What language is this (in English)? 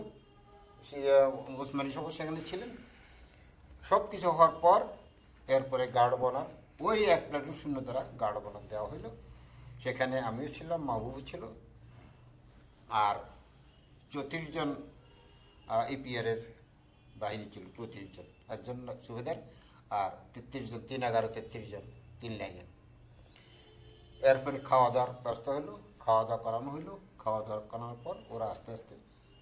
Bangla